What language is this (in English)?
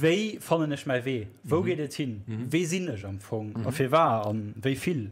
Luxembourgish